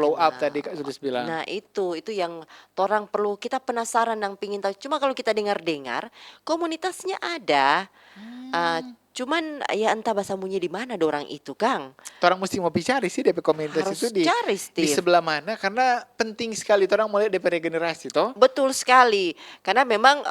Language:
Manado Malay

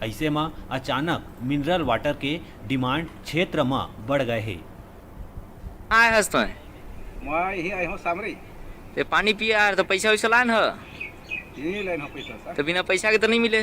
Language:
Chhattisgarhi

